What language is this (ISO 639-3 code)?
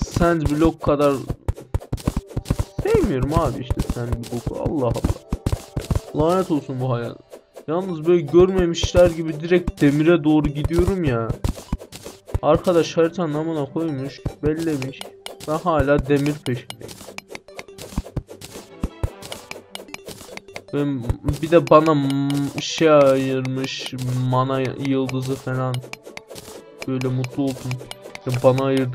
tur